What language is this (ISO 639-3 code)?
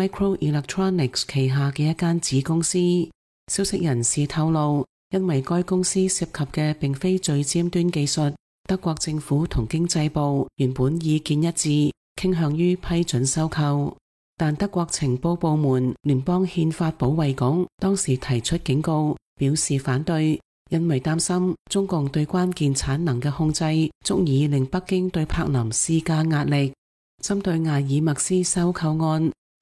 yue